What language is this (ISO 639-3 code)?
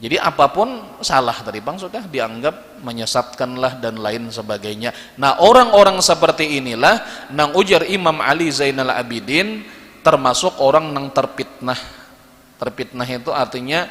bjn